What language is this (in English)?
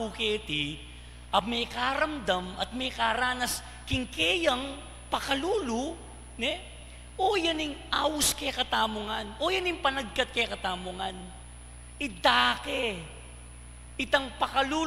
Pampanga